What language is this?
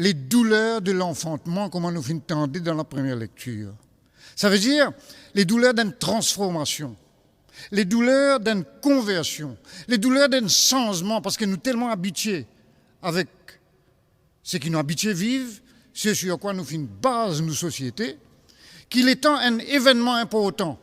Morisyen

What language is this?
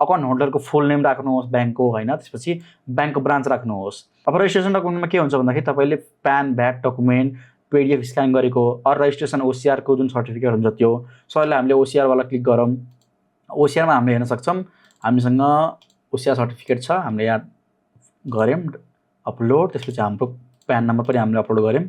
Nepali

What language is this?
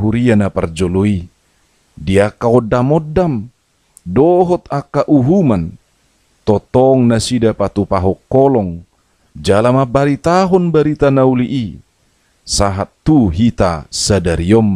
Batak Toba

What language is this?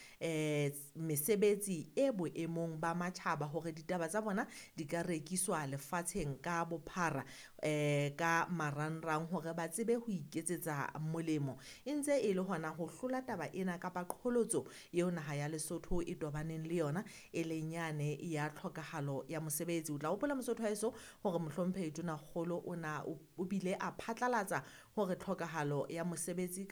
Southern Sotho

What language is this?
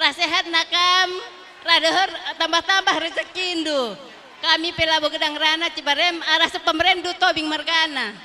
Batak Karo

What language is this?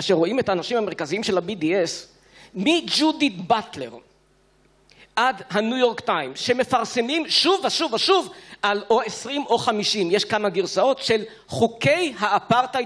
Hebrew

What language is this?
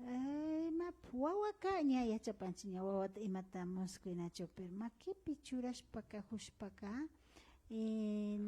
Imbabura Highland Quichua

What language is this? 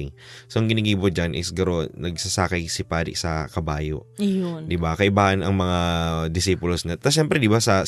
Bikol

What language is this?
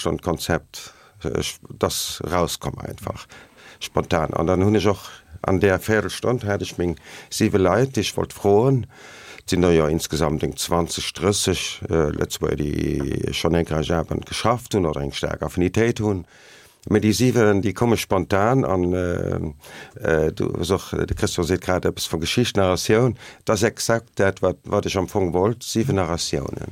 Luxembourgish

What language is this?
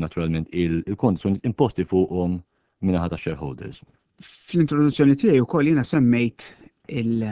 Maltese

